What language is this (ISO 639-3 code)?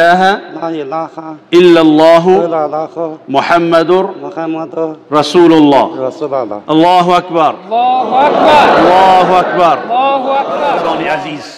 fas